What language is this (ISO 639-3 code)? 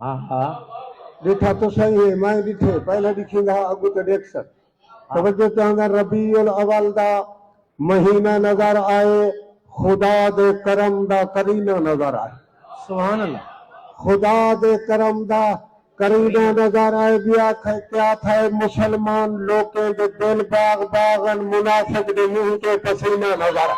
skr